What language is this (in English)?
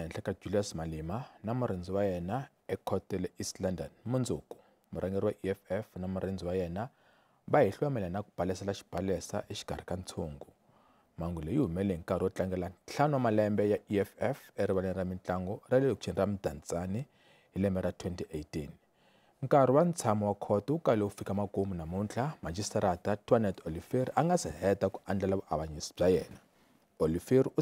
Tsonga